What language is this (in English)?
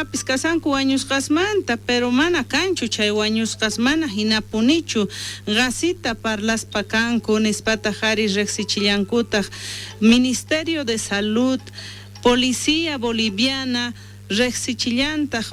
South Bolivian Quechua